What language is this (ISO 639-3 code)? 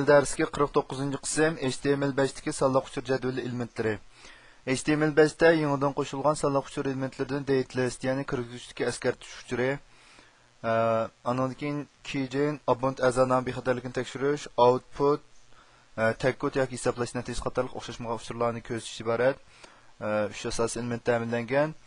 uig